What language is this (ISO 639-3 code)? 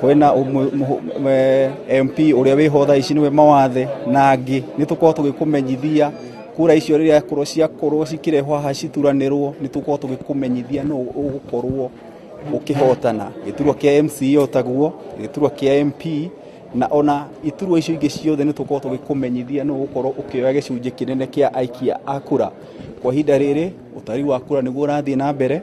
kik